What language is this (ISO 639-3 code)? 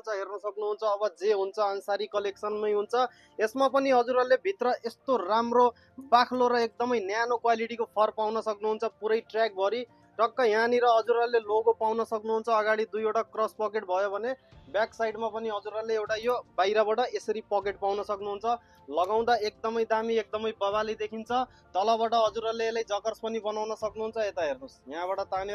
nep